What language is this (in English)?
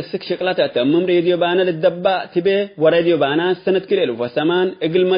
Tigre